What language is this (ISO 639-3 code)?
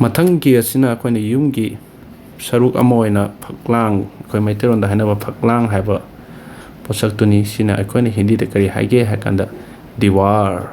mni